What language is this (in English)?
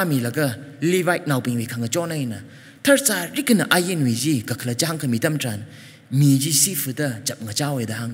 Tangkhul Naga (India)